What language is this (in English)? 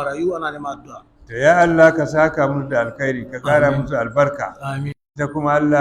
Hausa